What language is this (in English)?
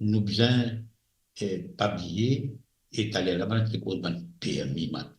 Morisyen